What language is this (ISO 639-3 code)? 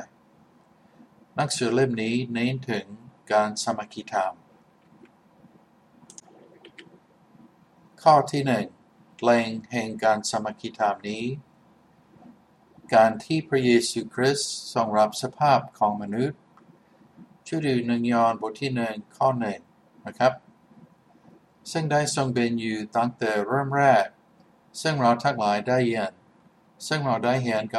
tha